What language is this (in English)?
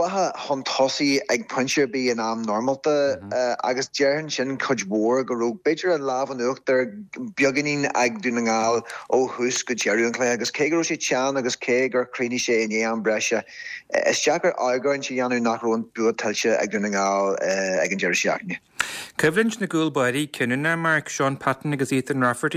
Irish